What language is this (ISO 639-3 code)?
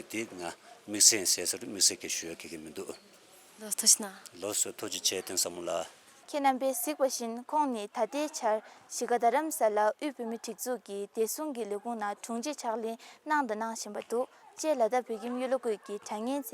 bod